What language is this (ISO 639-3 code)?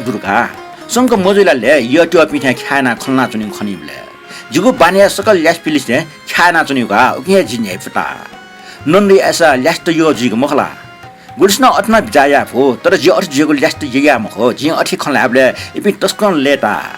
new